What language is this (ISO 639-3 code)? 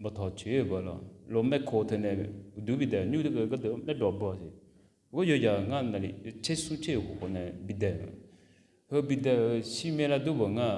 ahk